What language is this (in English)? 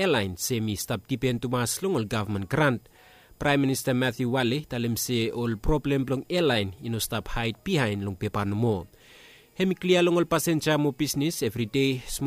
Bislama